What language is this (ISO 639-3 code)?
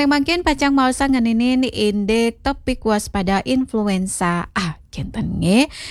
ban